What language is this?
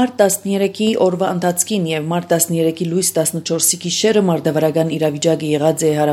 Armenian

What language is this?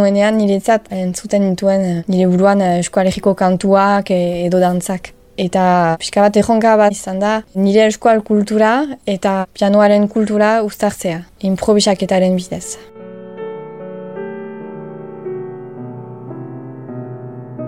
Basque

